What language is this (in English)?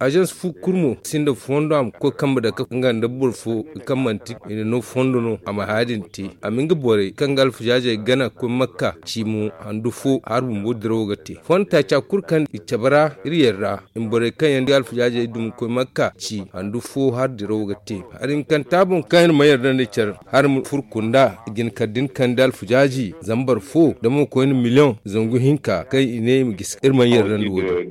Zarma